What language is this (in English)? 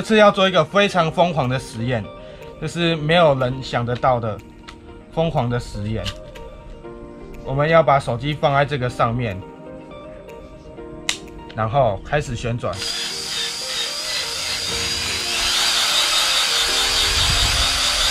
Chinese